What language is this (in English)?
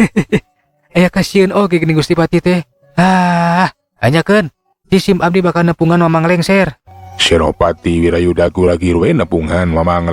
Sundanese